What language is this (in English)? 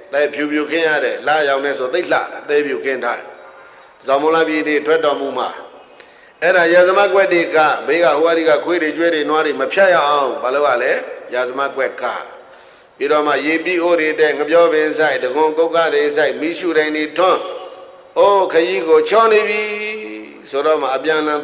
Burmese